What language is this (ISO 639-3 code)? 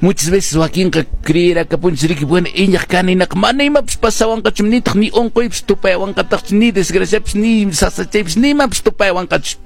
que